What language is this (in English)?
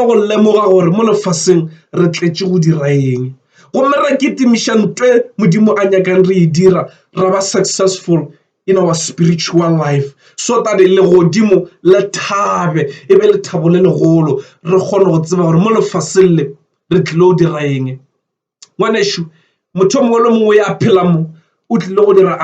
Northern Sotho